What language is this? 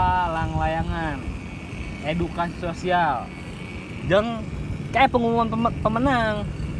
Sundanese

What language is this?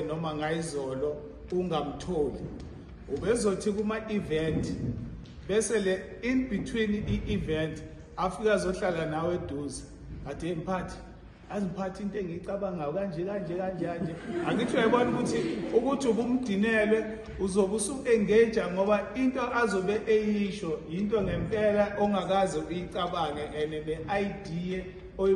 Zulu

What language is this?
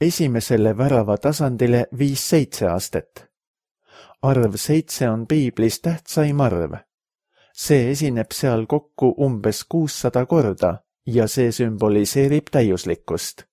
Estonian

